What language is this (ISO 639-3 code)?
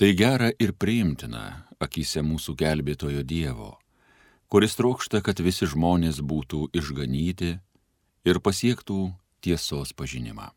lit